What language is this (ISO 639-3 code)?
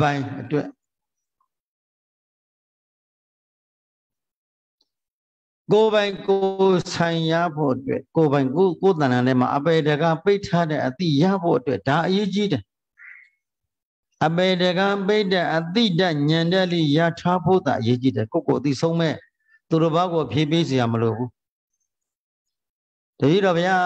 mya